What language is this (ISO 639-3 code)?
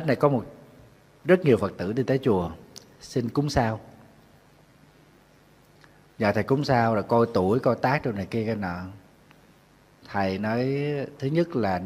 vie